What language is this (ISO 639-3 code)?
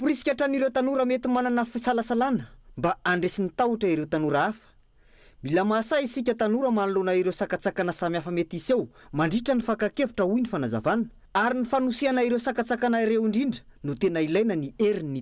mlg